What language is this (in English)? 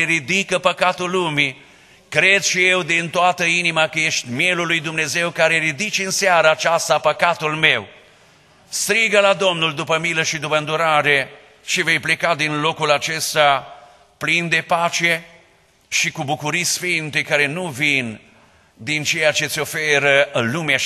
Romanian